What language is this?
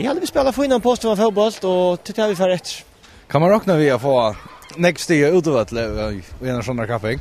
Faroese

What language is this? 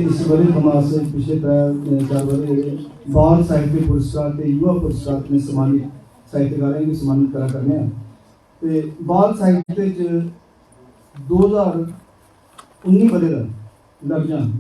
Dogri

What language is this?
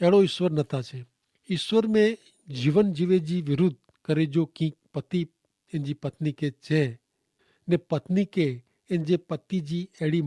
Kachhi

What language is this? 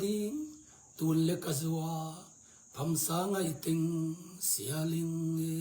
Tedim Chin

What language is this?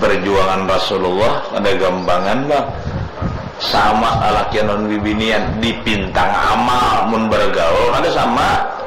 Banjar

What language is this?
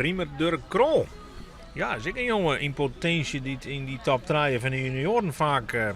Western Frisian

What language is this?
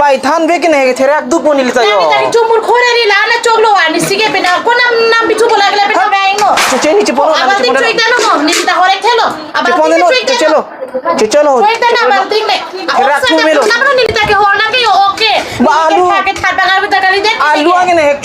Karbi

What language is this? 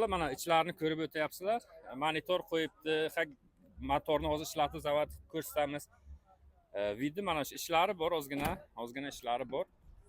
Uzbek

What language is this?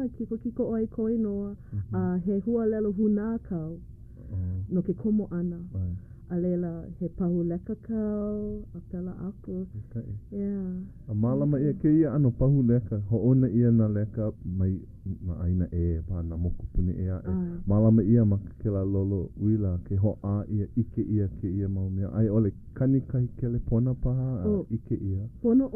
Hawaiian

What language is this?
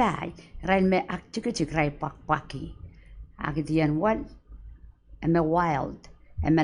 Pohnpeian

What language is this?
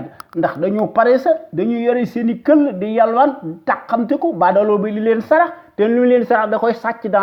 Wolof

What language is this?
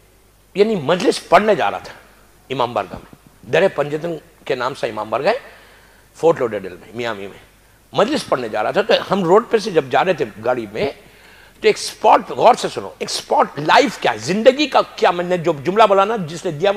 Urdu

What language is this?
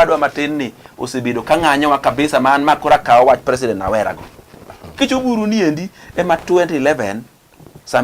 Luo (Kenya and Tanzania)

